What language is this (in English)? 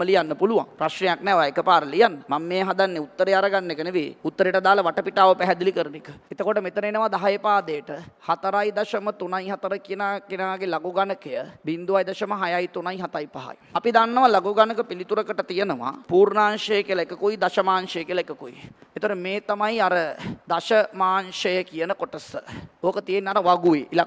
Sinhala